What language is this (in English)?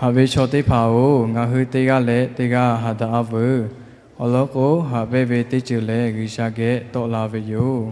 Lahu